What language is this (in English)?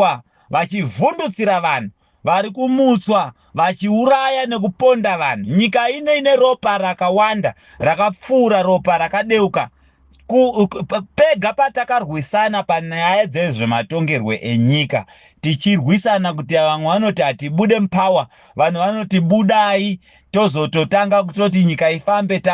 Shona